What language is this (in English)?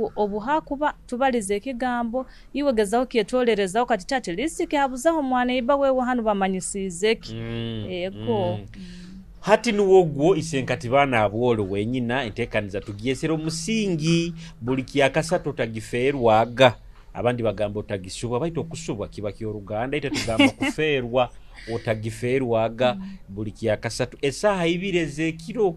Nyoro